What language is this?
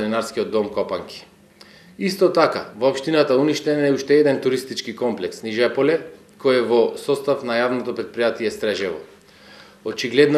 Macedonian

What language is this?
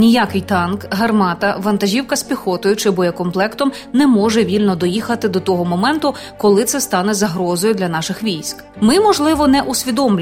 Ukrainian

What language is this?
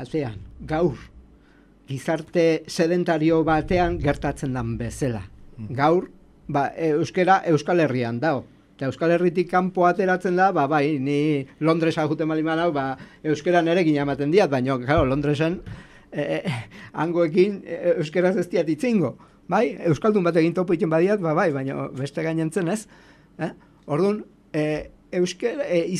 Basque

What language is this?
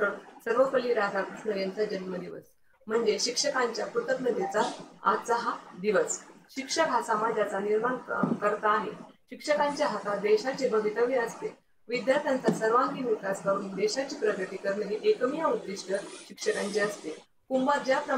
Marathi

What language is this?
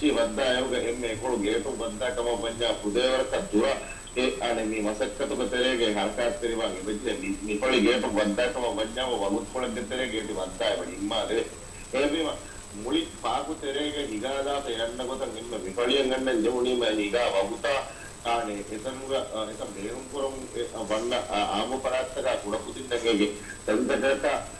Divehi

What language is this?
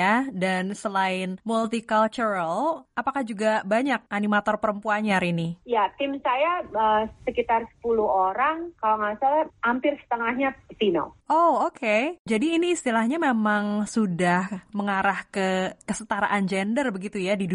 Indonesian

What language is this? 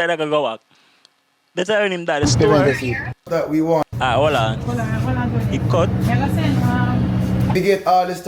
Jamaican Creole English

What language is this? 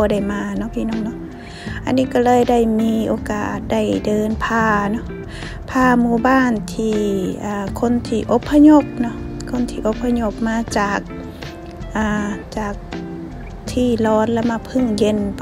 Thai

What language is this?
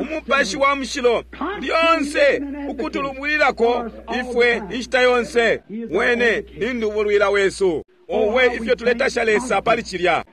Bemba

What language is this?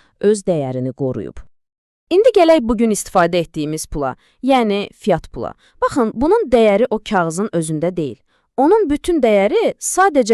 Azerbaijani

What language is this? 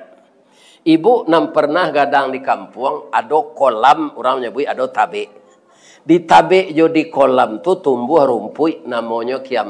Minangkabau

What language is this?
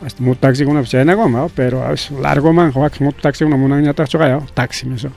Ayacucho Quechua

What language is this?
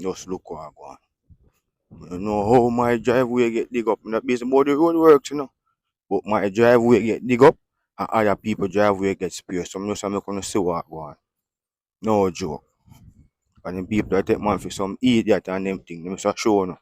Jamaican Creole English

